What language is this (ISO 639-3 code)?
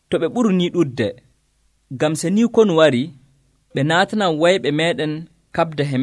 fuv